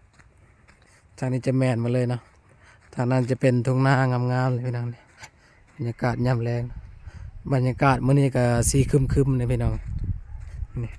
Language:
Lao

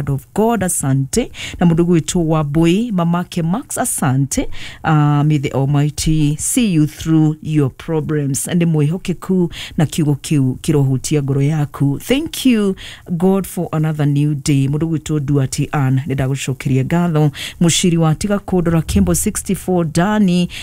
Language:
Kikuyu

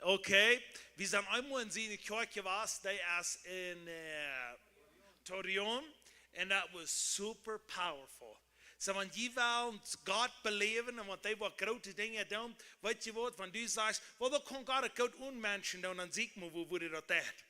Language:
Plautdietsch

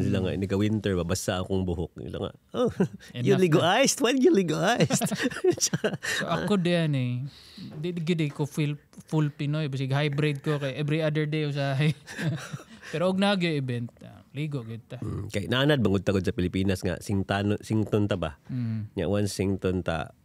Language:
Cebuano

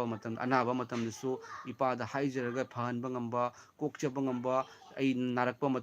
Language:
Manipuri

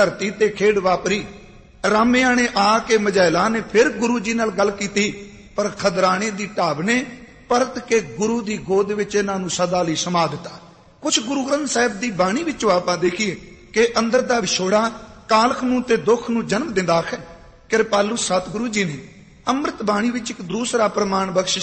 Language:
Punjabi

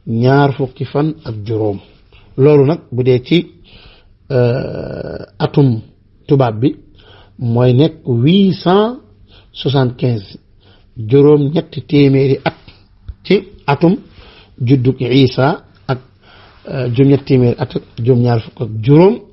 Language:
Wolof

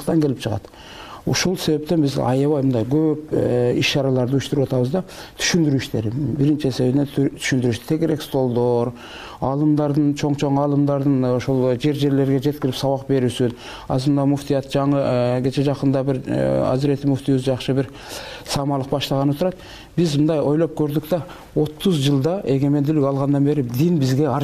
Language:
Kyrgyz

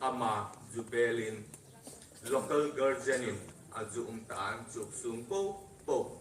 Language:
Hmar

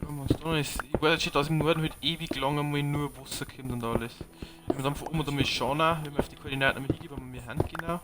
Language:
Bavarian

